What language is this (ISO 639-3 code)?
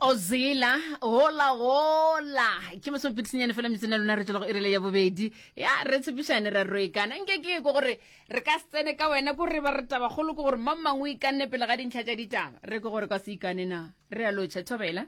nso